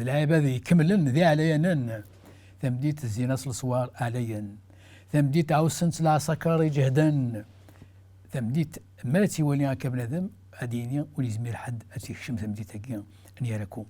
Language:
Kabyle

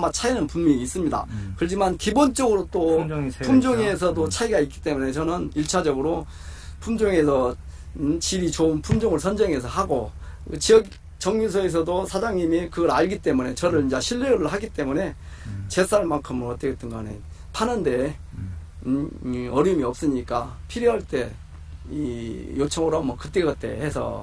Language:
Korean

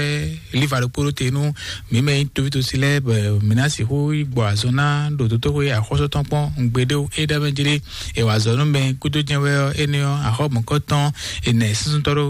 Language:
Fon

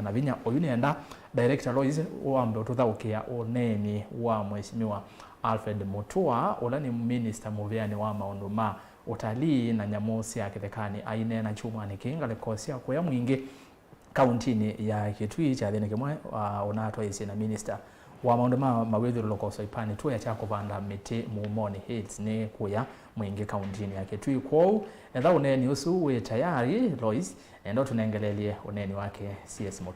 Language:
Kamba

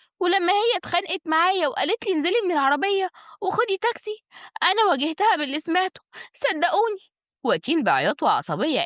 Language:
Egyptian Arabic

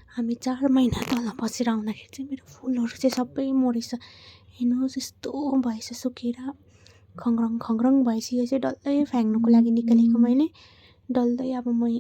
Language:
Nepali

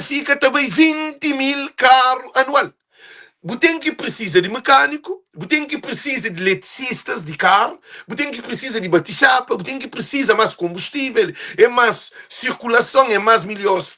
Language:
Kabuverdianu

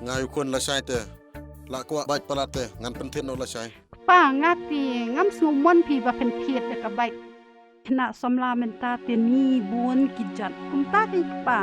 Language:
Khasi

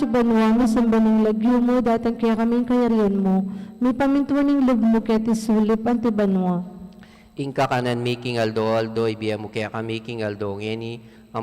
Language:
Pampanga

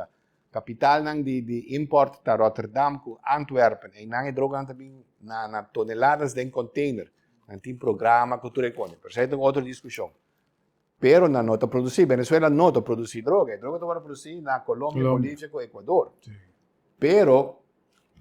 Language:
Papiamento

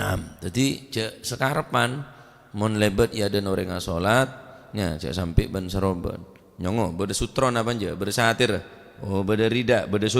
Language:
Madurese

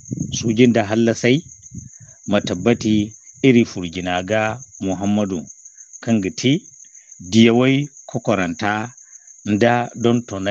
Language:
Zarma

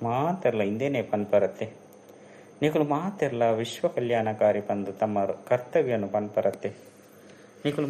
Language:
Tulu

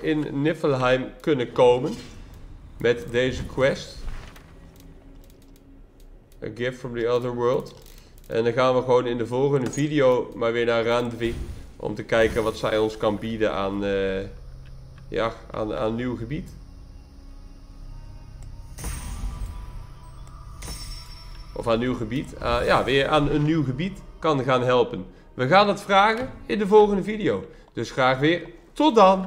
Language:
Dutch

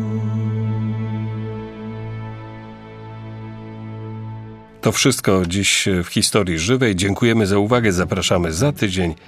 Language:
Polish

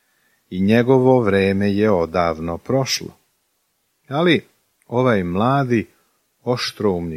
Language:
Serbian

